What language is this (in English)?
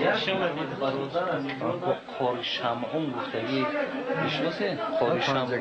Tajik